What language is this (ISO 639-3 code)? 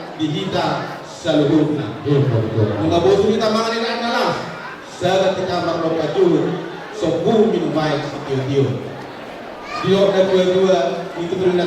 bbc